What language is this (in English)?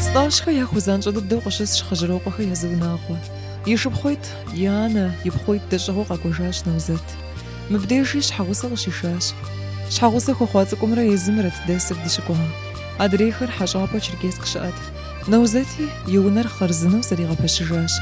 Kabardian